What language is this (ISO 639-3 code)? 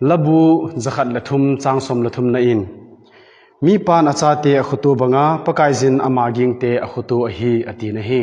tcz